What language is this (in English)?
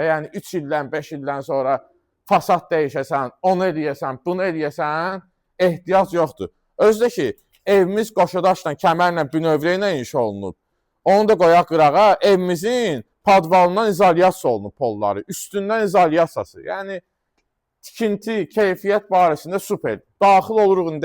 Azerbaijani